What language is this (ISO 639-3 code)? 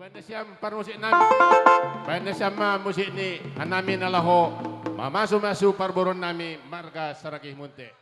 bts